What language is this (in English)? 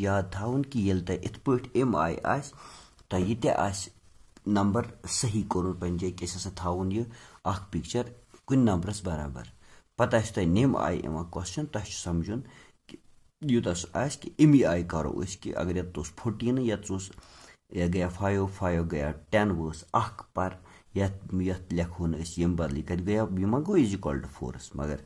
Kashmiri